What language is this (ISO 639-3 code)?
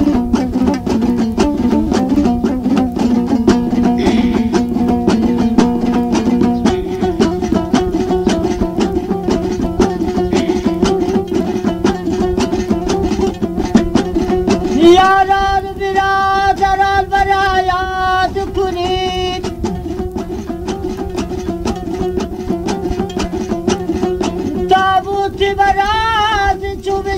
fas